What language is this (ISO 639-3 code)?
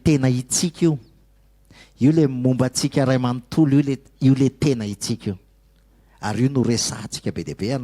mlg